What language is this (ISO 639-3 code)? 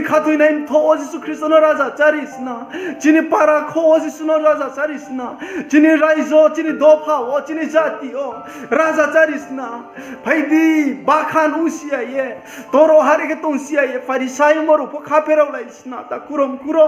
ria